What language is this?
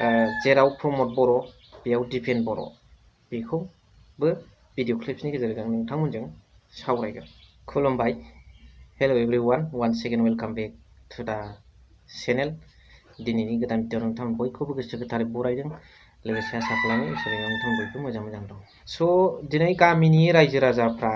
Bodo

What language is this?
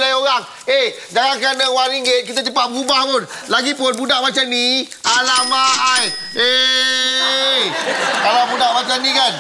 Malay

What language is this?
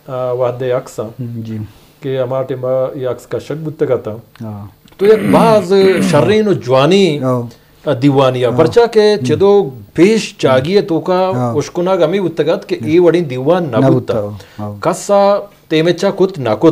Eastern Balochi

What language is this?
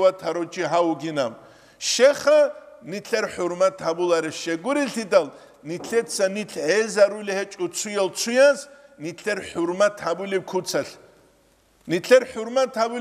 Avaric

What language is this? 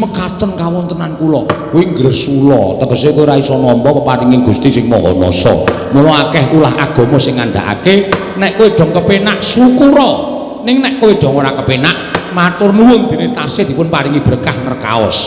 Javanese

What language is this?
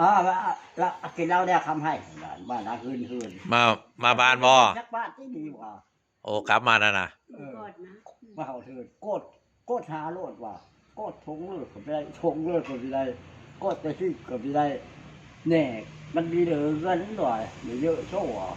Northeastern Thai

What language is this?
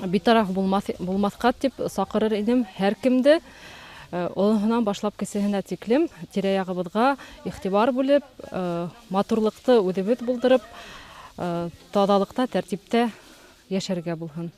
Bashkir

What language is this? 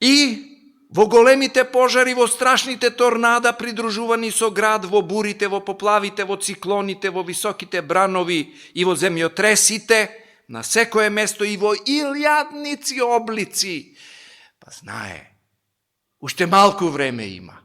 Macedonian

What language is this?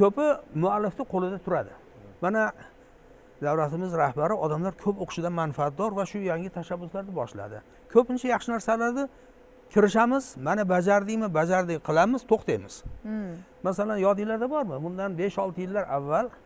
Uzbek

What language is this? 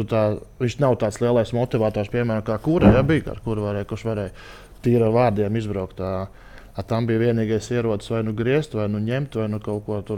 Latvian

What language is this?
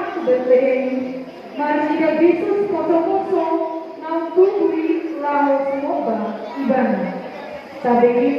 Batak Toba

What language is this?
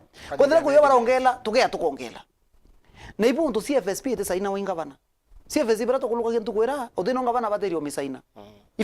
Meru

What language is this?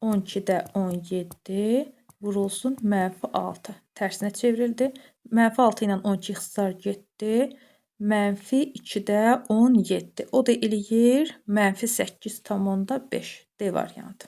Azerbaijani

